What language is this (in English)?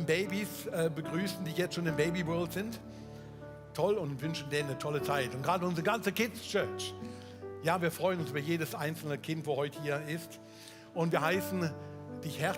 Swiss German